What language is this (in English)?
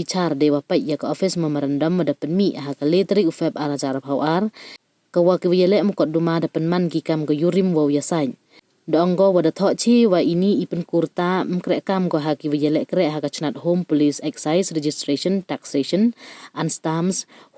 Pnar